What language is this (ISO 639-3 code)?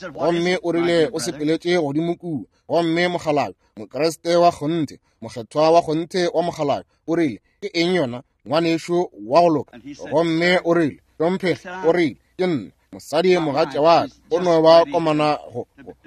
nso